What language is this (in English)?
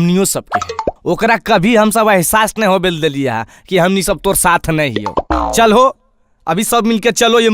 Magahi